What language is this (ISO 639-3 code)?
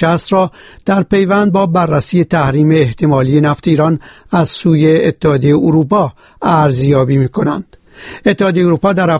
fas